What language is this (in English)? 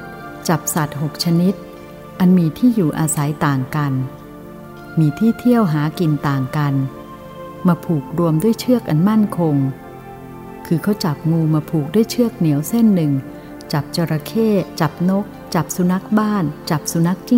Thai